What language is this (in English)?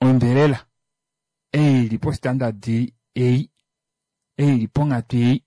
Kuanyama